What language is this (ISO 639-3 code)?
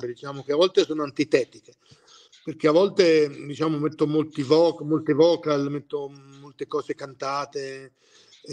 ita